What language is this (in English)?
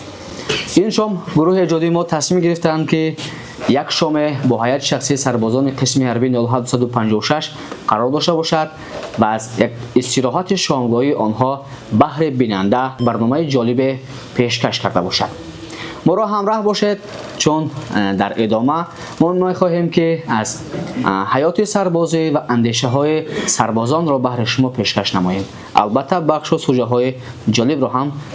Tajik